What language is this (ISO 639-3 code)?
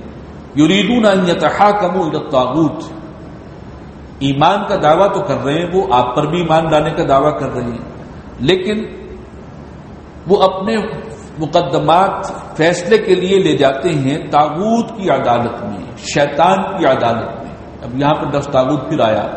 urd